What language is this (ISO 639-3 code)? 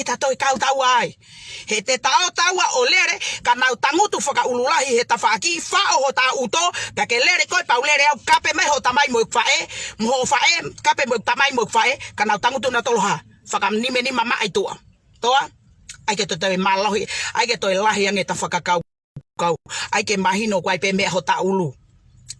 ton